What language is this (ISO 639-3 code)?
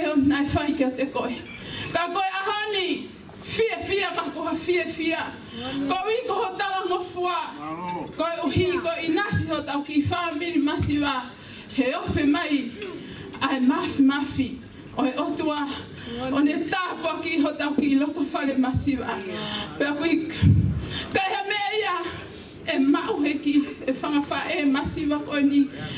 ton